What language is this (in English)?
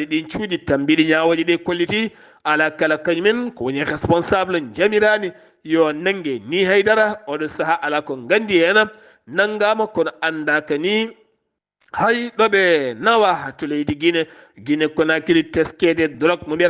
Fula